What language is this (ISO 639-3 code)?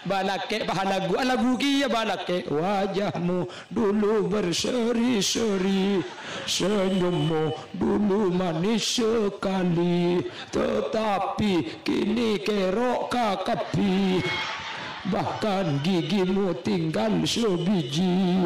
mad